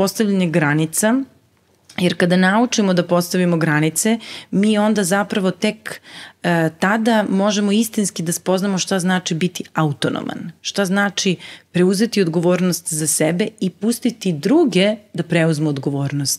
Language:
Serbian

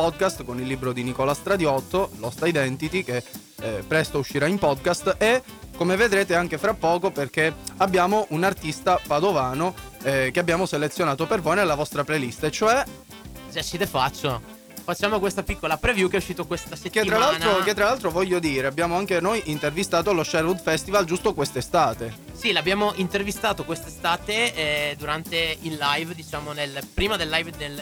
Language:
Italian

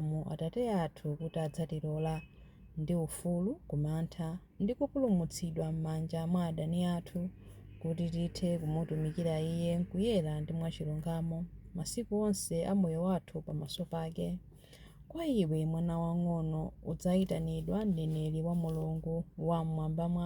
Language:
Nyanja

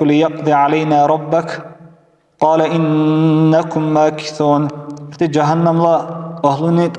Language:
Dargwa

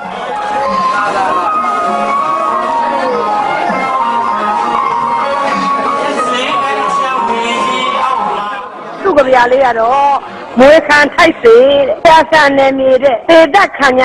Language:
Burmese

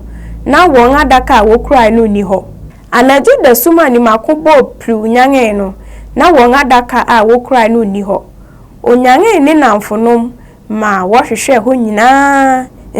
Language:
Akan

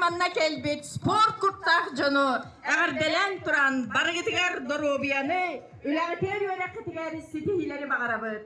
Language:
Yakut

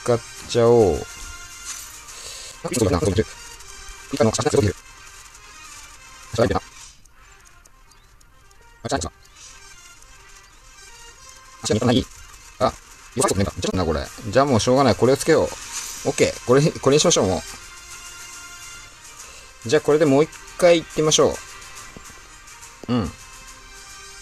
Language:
Japanese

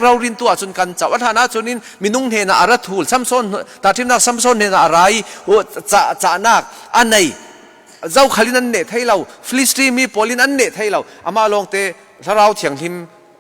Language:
Falam Chin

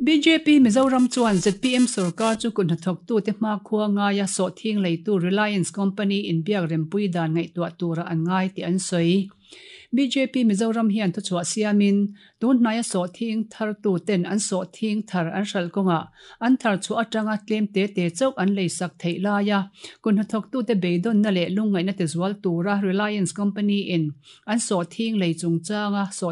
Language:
Mizo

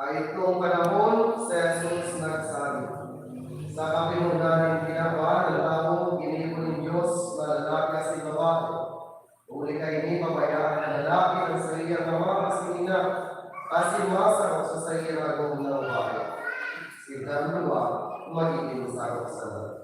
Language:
Bikol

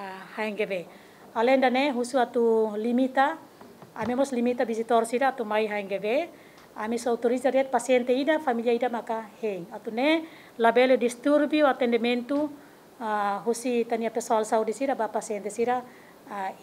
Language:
Tetum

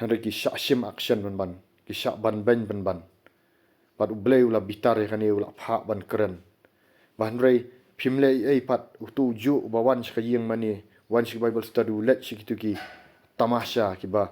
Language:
Khasi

